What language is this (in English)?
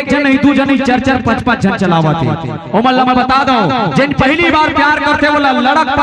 Chhattisgarhi